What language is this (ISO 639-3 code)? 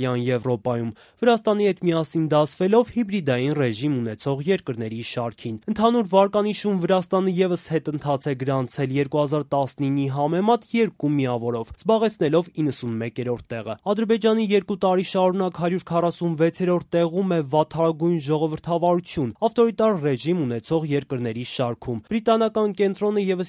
hye